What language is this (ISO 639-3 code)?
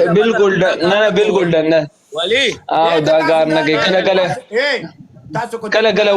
pus